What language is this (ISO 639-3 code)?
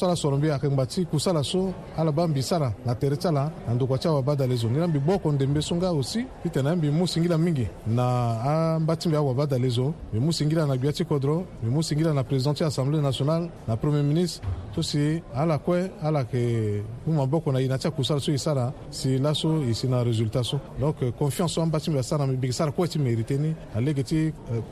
sag